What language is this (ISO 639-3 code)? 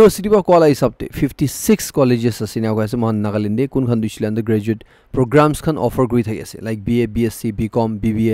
nag